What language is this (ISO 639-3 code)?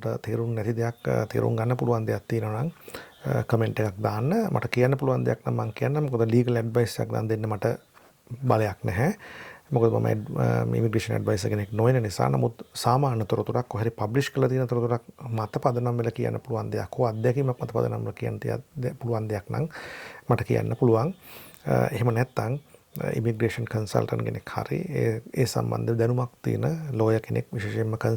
sin